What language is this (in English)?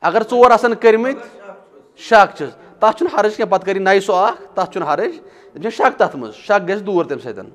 Kashmiri